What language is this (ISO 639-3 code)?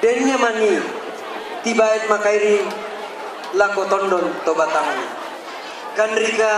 sda